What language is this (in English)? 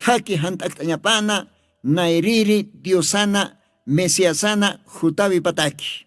Aymara